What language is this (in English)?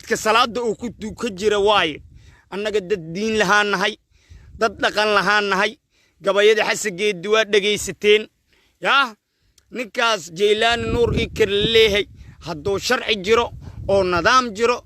Somali